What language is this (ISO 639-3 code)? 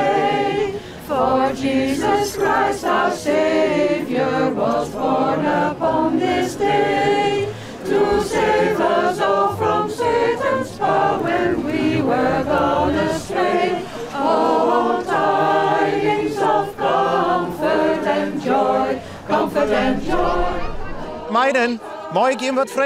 fry